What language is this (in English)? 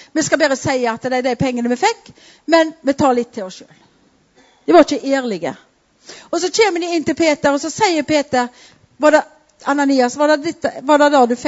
Norwegian